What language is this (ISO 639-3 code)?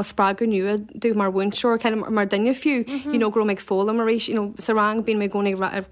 gle